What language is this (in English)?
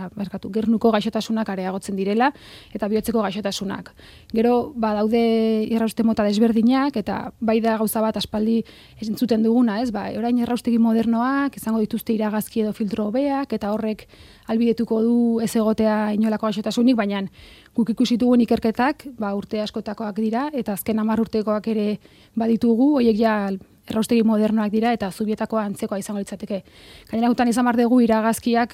Basque